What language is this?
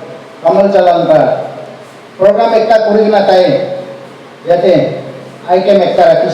Naga Pidgin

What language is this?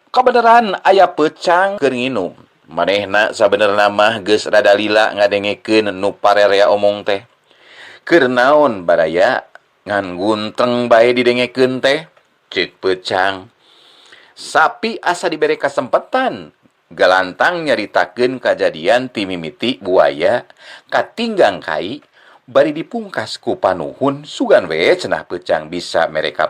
Sundanese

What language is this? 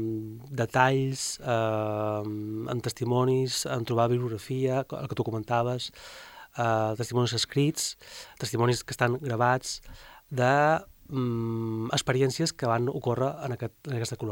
Catalan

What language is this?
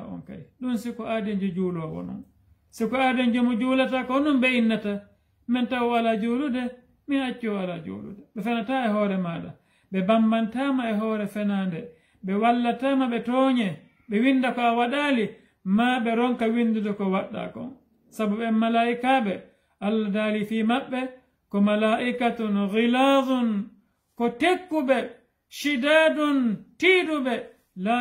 Fula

